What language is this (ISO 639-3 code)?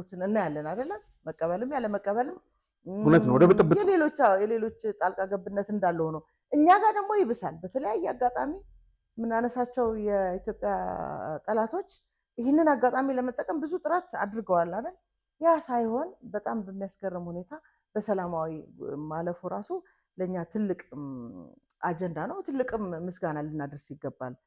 amh